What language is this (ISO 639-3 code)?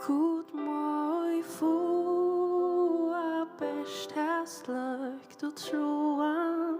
fao